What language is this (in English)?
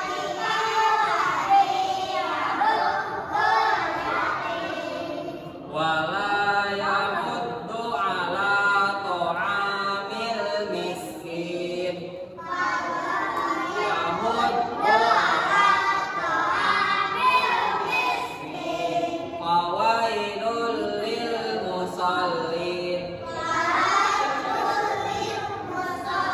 Indonesian